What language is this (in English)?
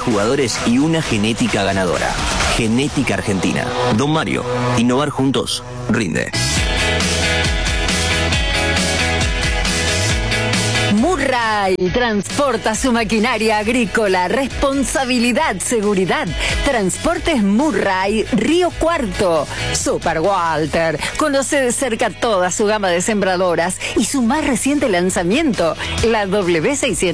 Spanish